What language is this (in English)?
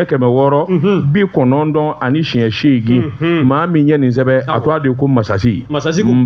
Bambara